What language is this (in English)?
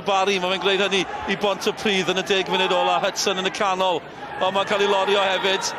Welsh